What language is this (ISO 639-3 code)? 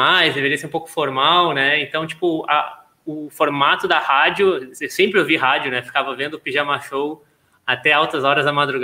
por